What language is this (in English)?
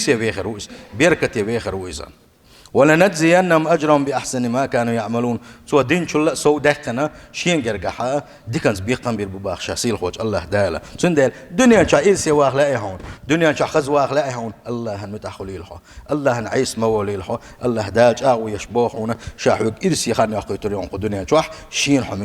Chechen